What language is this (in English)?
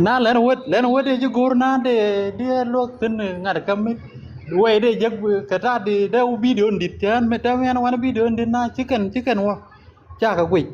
Nuer